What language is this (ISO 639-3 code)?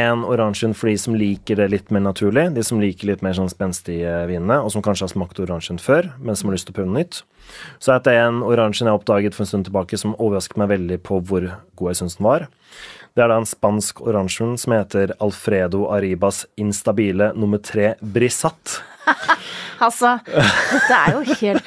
nor